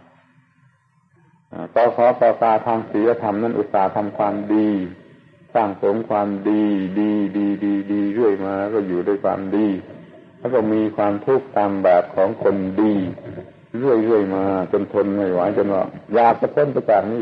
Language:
Thai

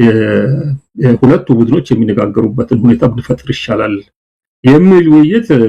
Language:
Amharic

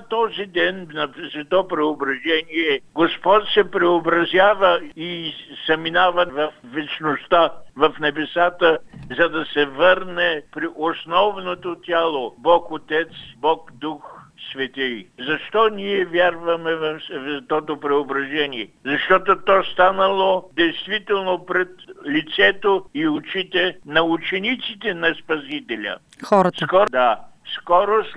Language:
Bulgarian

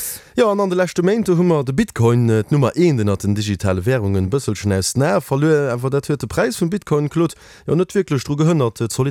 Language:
Luxembourgish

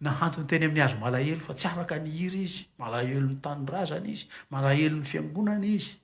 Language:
Malagasy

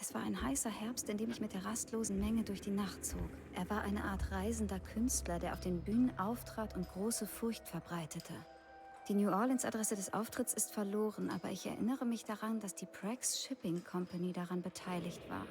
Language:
Bavarian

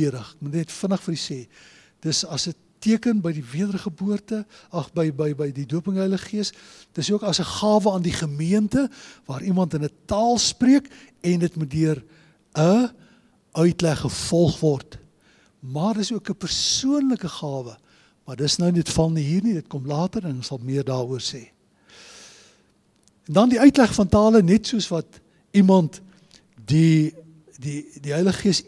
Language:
Afrikaans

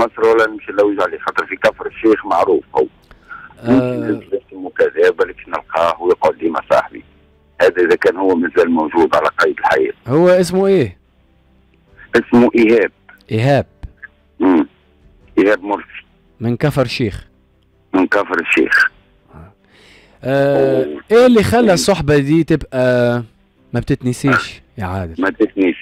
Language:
Tunisian Arabic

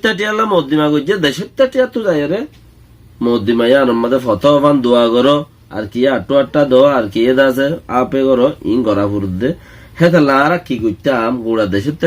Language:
Rohingya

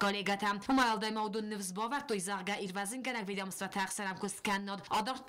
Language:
Ossetic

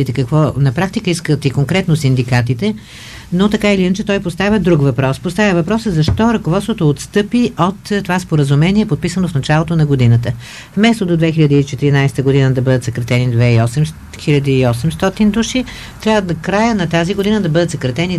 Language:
Bulgarian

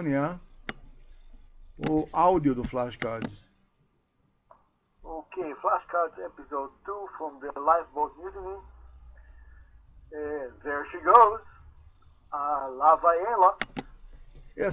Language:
Portuguese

